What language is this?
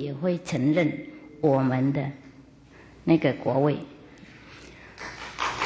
Chinese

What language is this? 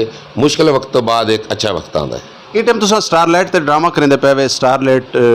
Saraiki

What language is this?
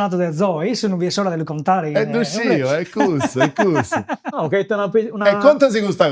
Sardinian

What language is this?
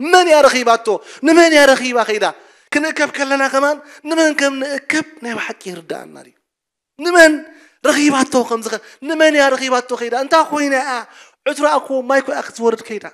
Tigrinya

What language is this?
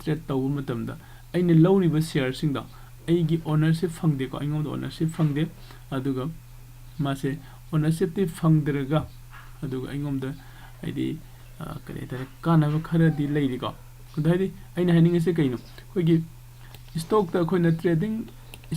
Manipuri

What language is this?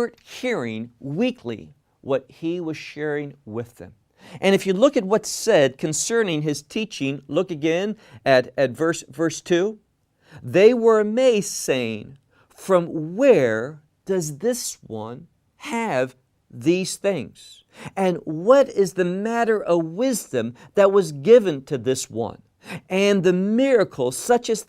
English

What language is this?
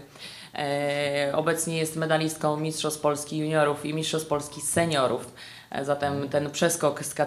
Polish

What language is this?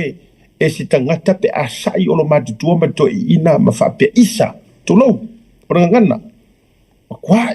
Samoan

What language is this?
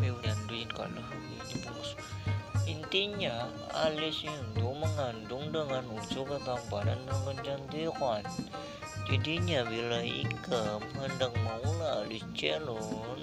Banjar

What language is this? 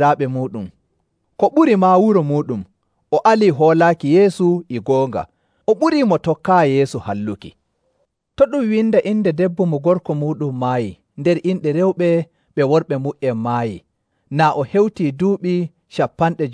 Nigerian Fulfulde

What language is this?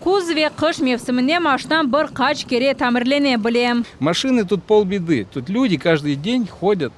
Crimean Tatar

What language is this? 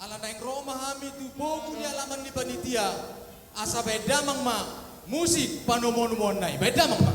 Batak Toba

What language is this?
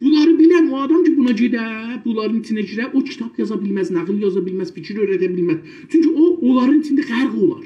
South Azerbaijani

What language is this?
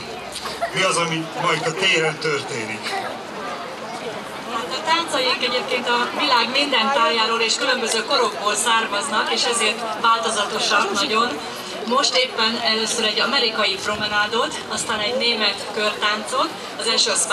Hungarian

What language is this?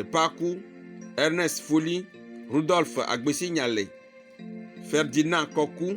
Ewe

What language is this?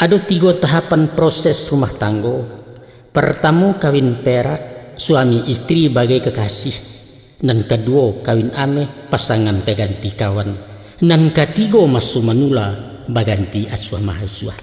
Minangkabau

